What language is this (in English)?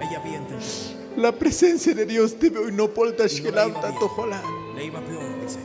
Tzotzil